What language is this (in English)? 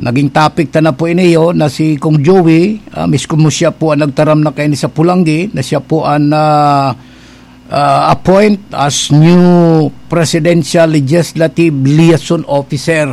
Bikol